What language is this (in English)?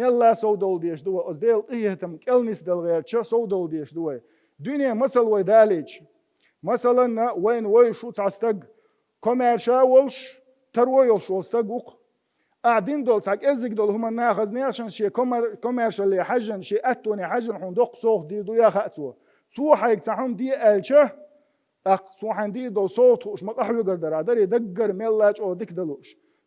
Chechen